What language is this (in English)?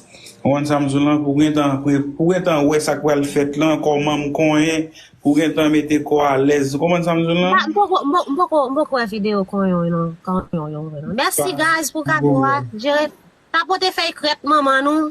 Haitian Creole